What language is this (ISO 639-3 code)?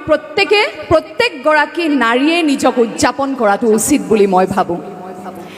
asm